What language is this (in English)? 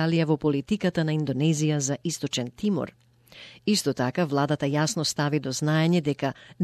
Macedonian